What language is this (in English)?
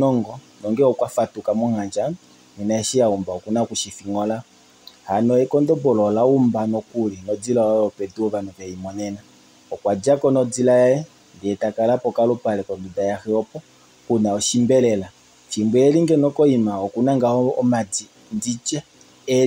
Kuanyama